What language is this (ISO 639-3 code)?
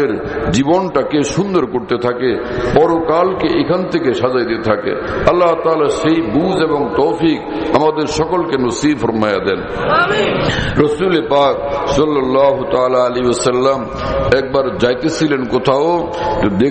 ben